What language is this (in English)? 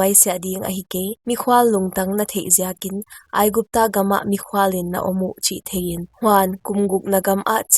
Paite Chin